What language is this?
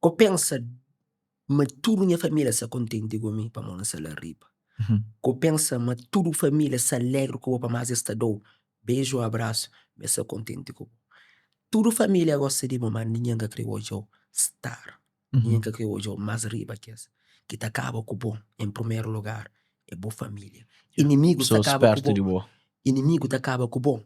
Kabuverdianu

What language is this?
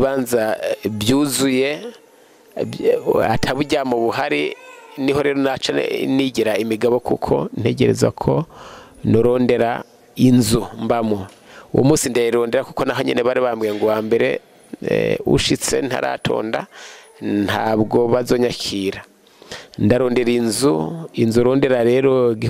Rundi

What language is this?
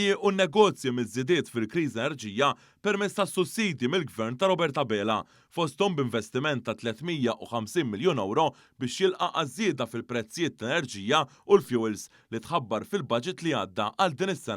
Maltese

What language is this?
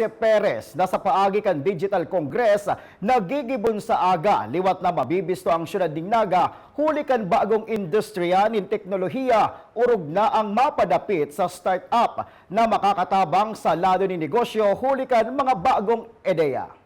Bikol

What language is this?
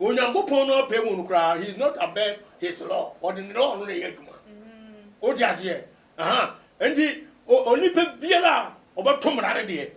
Akan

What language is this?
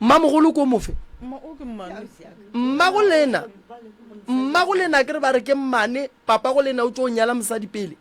Northern Sotho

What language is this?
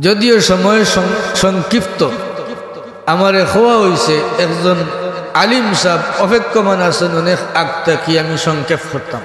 Sylheti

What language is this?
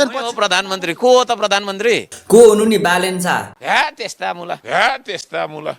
Nepali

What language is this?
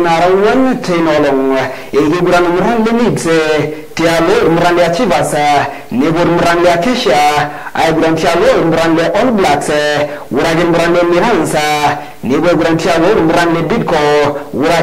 Masai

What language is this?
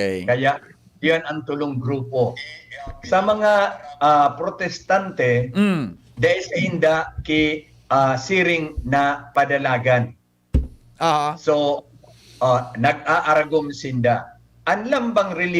Bikol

